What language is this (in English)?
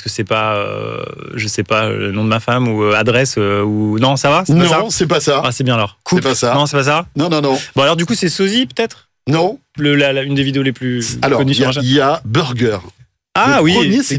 French